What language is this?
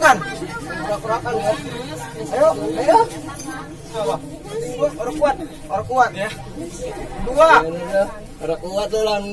Betawi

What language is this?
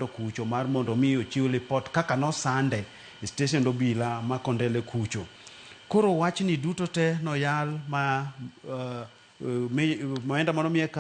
Luo (Kenya and Tanzania)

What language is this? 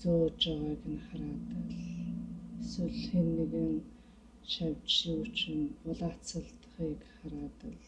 Mongolian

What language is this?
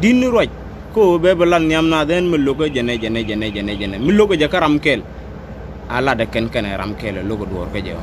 Nuer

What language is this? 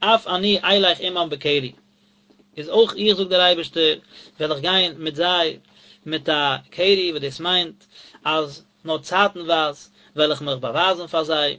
Yiddish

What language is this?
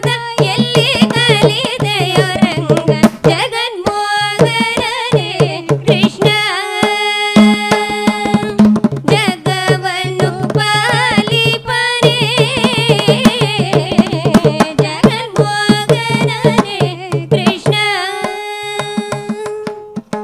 Kannada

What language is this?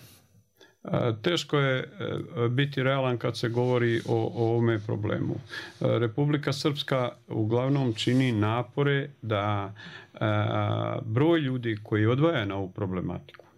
Bosnian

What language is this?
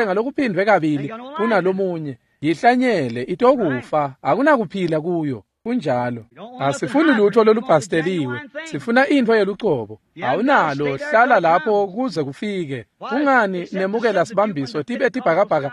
Swati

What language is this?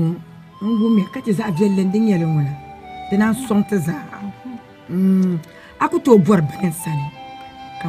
Dagbani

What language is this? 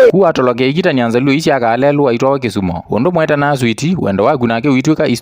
Kamba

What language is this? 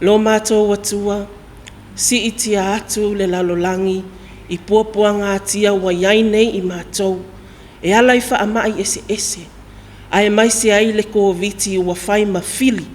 Samoan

